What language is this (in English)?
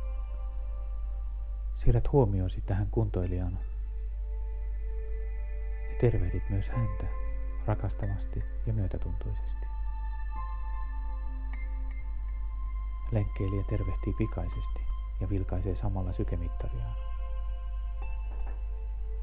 Finnish